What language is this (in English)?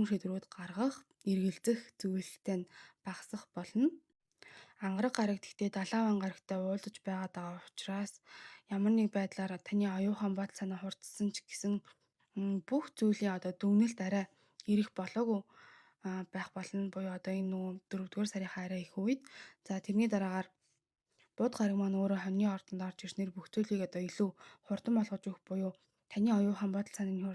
Mongolian